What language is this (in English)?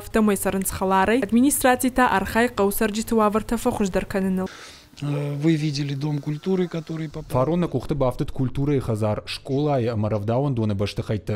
Ossetic